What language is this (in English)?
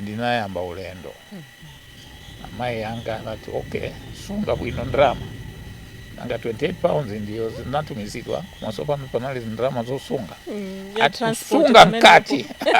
Nyanja